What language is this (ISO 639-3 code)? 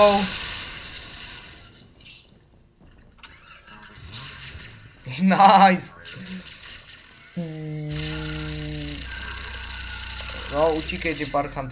ces